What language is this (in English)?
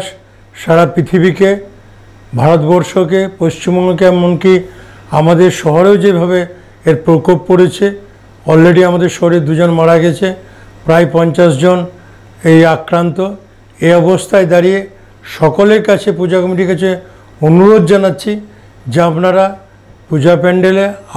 Bangla